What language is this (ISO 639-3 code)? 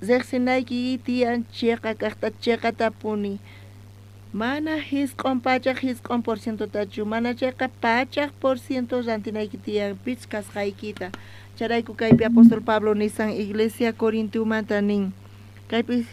quh